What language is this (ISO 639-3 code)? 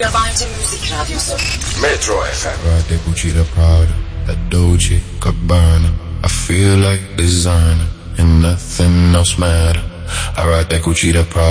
tur